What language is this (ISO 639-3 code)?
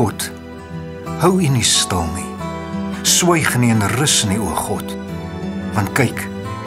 afr